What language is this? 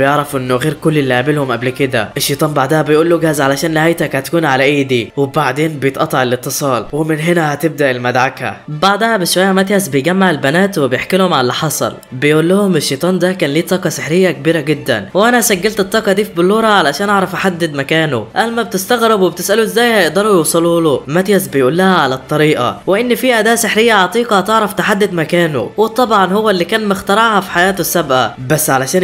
Egyptian Arabic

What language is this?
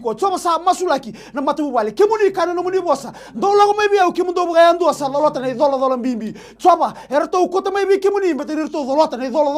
Fijian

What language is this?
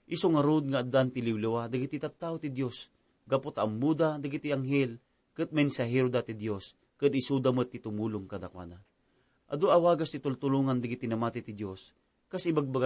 Iloko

